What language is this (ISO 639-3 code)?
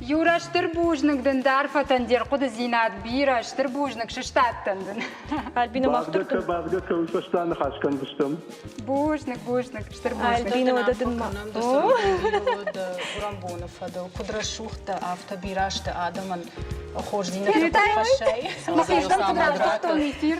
oss